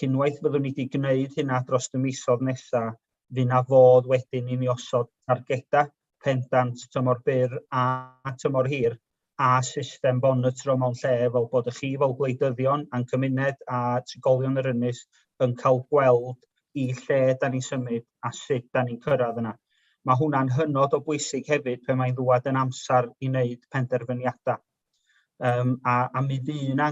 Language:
Welsh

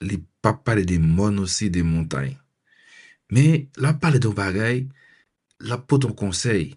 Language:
Haitian Creole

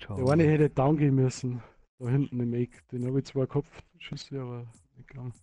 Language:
Bavarian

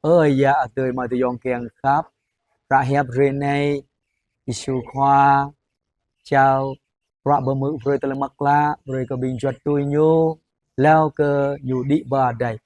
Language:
Jarai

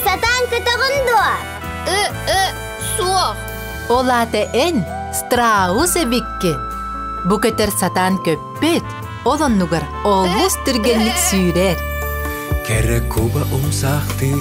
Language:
Yakut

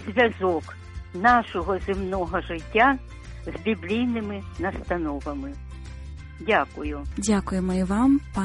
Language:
Ukrainian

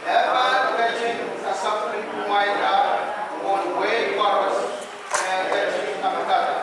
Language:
Pohnpeian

